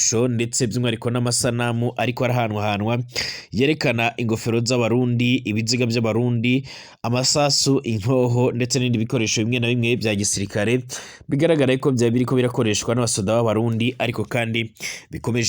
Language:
Rundi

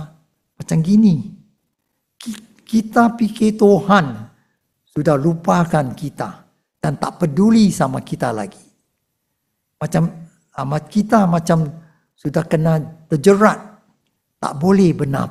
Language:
Malay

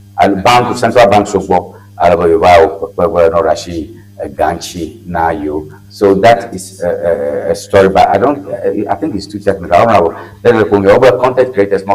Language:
Ewe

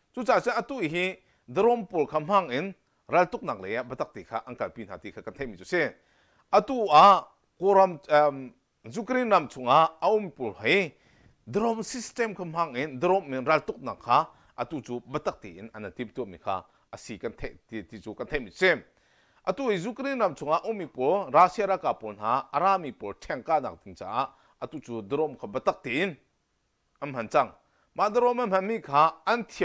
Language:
Hakha Chin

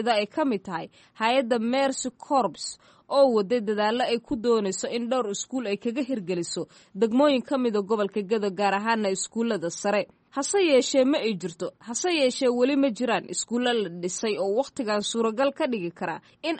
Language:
Somali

